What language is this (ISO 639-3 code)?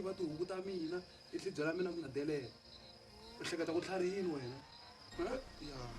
tso